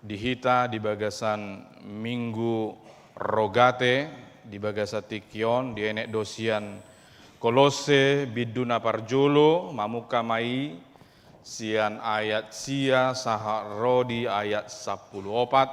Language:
Batak Toba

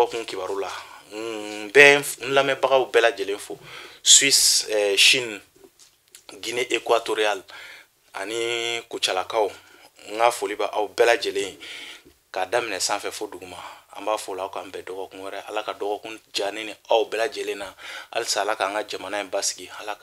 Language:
Bambara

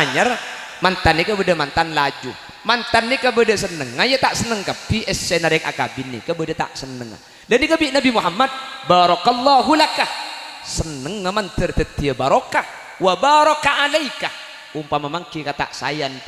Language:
Madurese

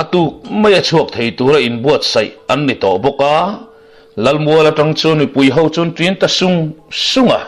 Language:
Mizo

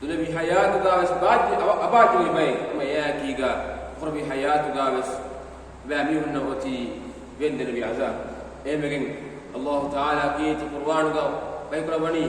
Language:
Divehi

